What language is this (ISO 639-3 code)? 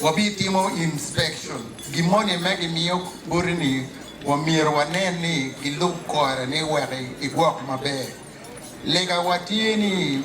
ach